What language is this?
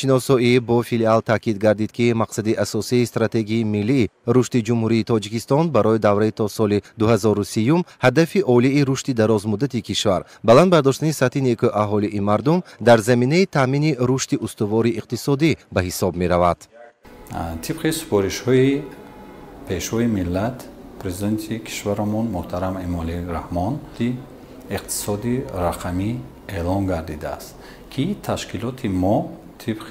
Tajik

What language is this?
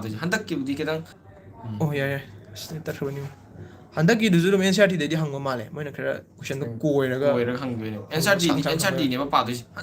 Manipuri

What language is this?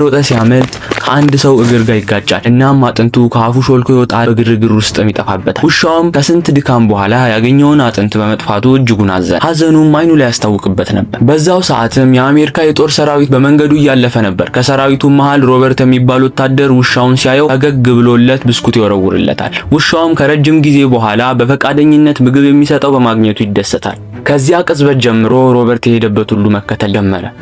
Amharic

